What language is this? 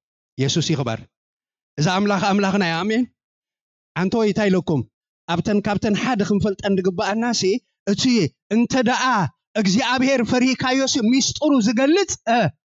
Tigrinya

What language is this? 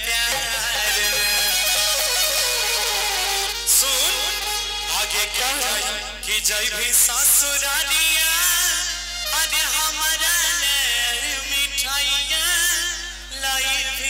Bhojpuri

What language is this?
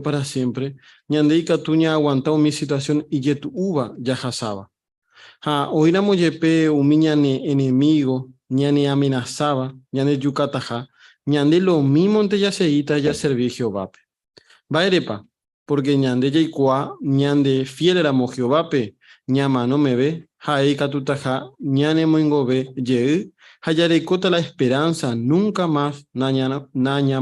Guarani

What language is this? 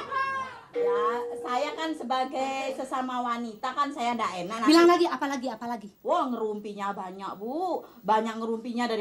Betawi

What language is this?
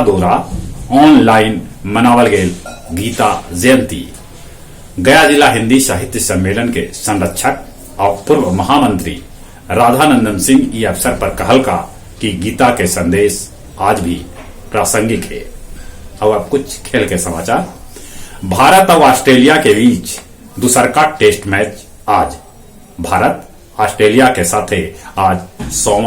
Magahi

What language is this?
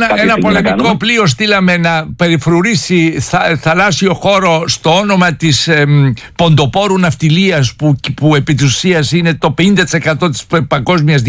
Greek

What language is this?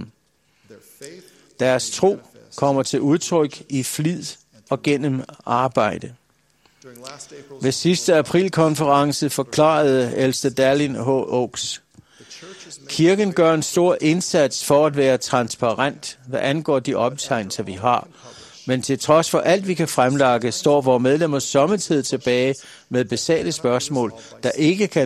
Danish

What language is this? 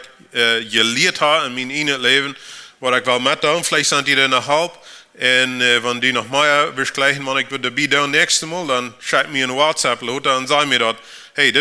Plautdietsch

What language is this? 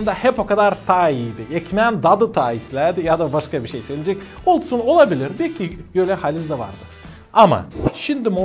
Gagauz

